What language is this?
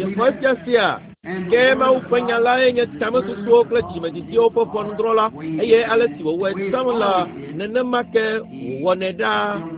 Ewe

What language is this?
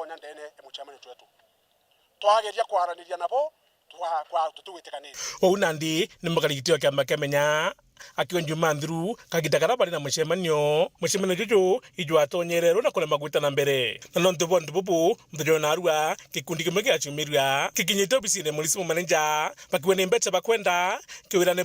Meru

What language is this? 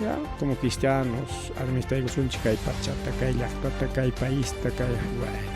Ayacucho Quechua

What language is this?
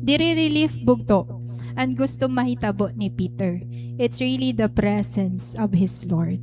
Waray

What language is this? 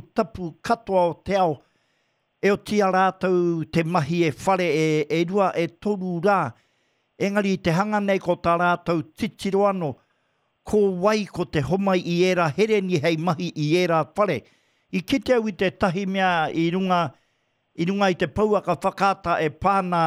Māori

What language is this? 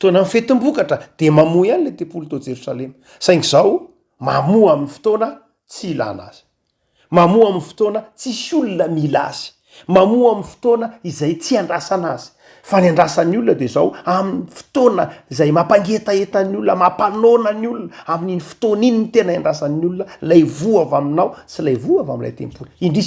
Malagasy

